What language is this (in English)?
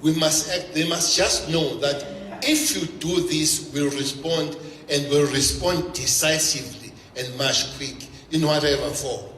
Tswana